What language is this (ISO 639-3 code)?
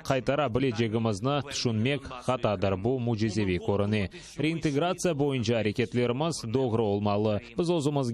crh